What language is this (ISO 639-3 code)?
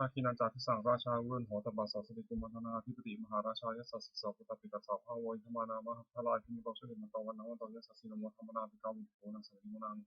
pli